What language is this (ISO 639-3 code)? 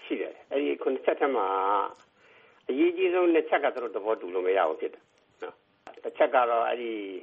mya